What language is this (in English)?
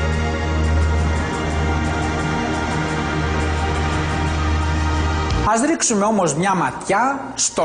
Greek